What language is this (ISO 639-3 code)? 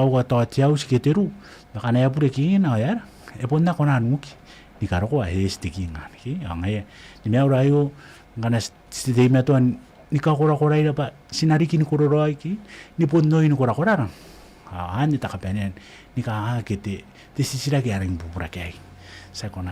gil